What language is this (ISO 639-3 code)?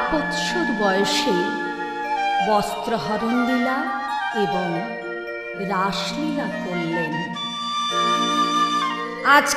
ben